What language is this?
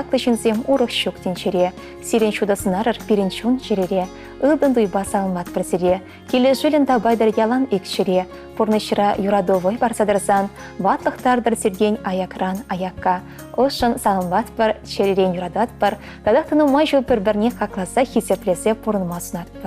Chuvash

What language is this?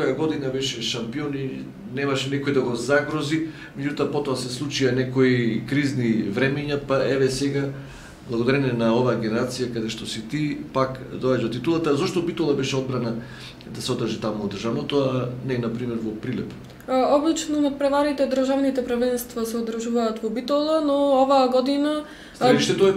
Macedonian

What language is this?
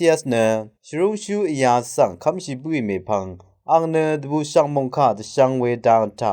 Rawang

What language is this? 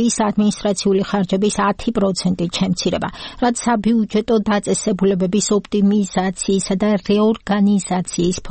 Georgian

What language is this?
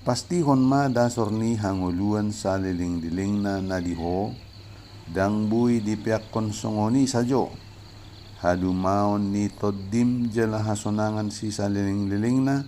Batak Toba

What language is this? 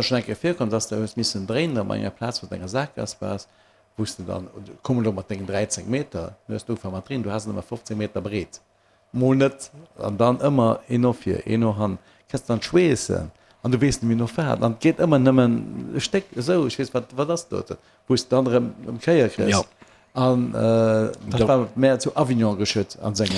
Luxembourgish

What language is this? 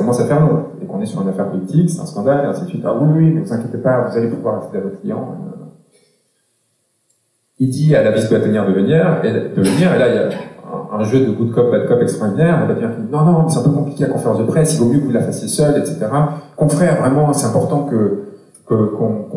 French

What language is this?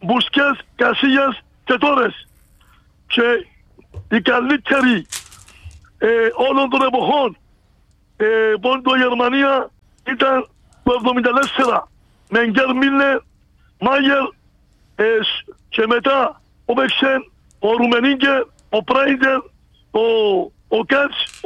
Greek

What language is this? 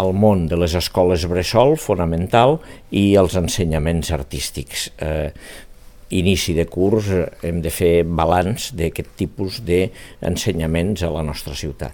Catalan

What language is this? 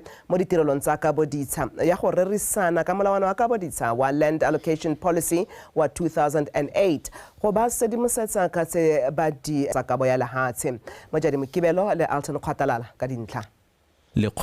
Tswana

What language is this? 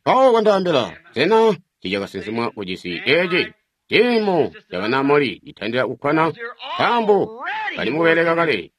Tonga (Zambia)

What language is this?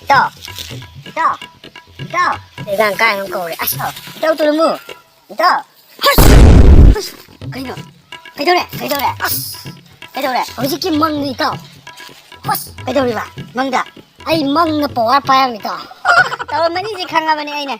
Manipuri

